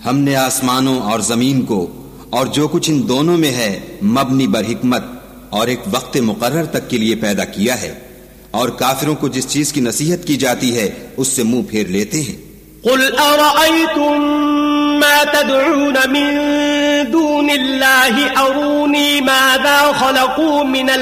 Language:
Urdu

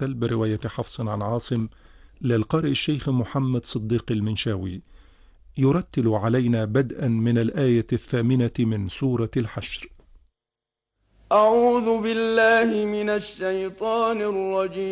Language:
Arabic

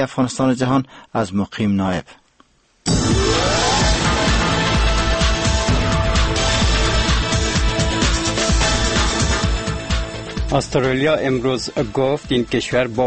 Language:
Persian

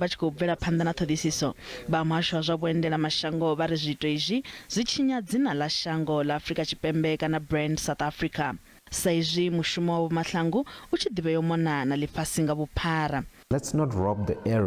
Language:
Venda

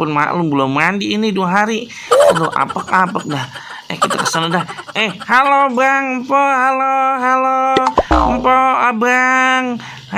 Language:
Betawi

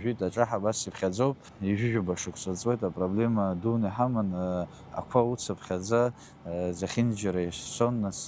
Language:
Abkhazian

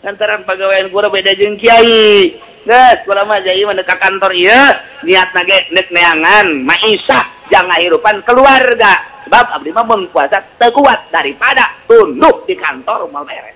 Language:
Sundanese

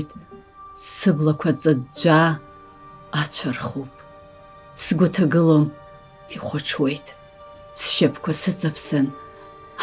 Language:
Abkhazian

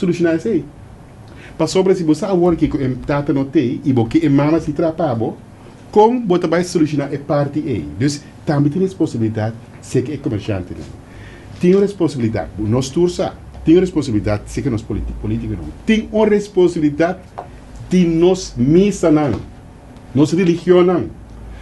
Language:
Papiamento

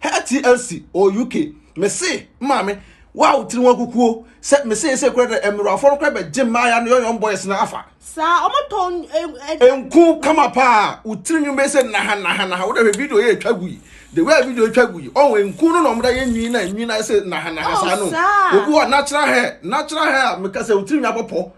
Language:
Akan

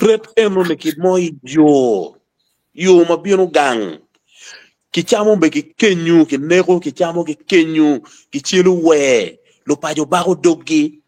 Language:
Acoli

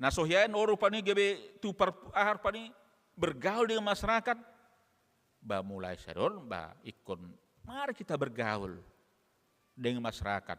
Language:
Batak Toba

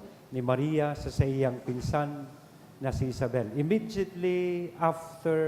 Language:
Bikol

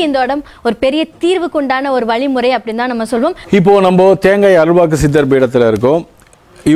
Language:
Tamil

